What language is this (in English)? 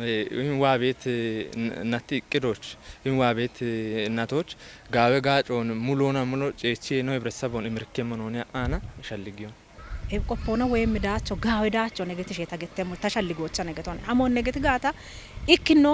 Kafa